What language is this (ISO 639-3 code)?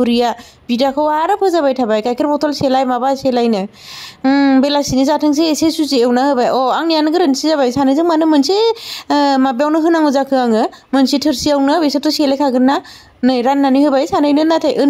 brx